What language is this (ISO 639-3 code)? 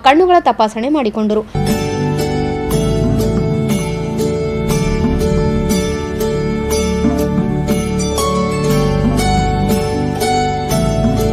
kan